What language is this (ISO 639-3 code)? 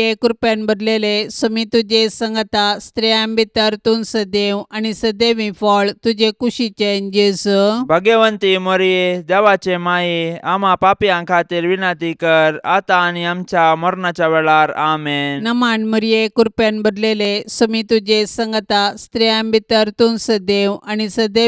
kok